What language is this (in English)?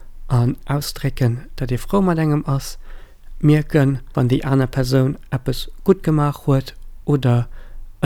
Luxembourgish